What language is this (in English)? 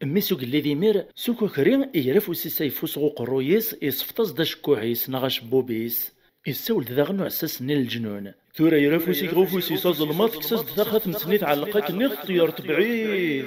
Kabyle